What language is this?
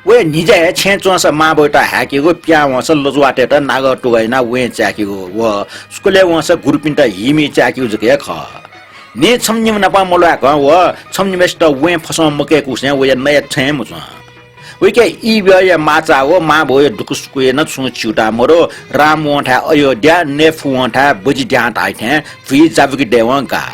Newari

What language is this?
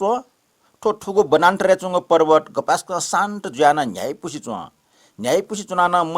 Newari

